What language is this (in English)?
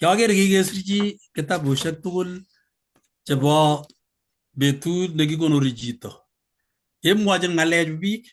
Kalenjin